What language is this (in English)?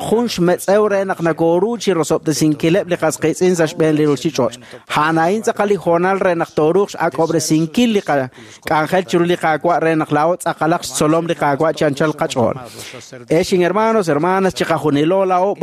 Kekchí